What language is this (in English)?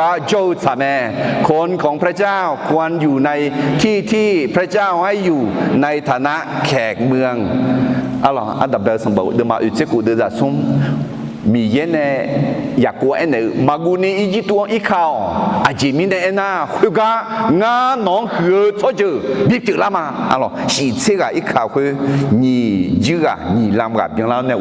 Akha